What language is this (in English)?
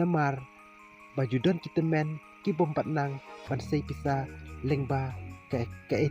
Khasi